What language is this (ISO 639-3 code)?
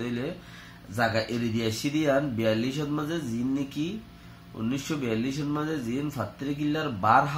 rhg